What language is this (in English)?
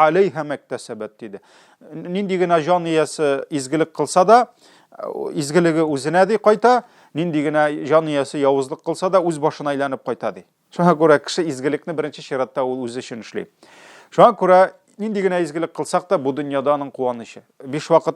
Tatar